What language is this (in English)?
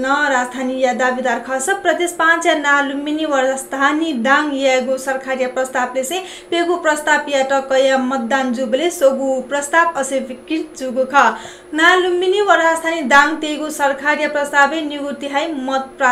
Newari